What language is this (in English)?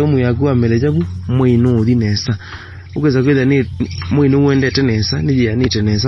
Kamba